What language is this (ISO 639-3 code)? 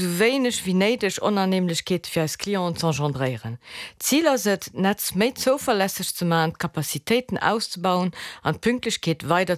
ltz